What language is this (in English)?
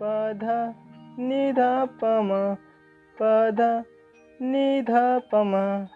Chhattisgarhi